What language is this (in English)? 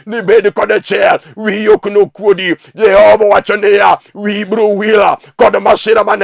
Luo (Kenya and Tanzania)